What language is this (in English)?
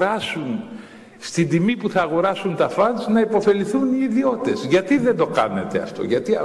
Greek